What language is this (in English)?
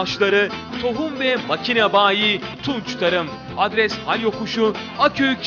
Turkish